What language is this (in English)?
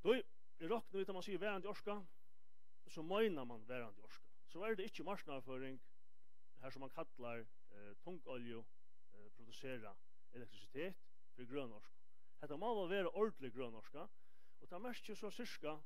Faroese